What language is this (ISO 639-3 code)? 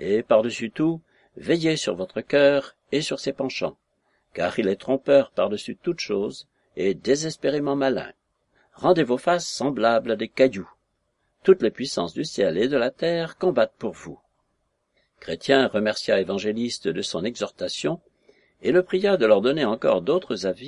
fra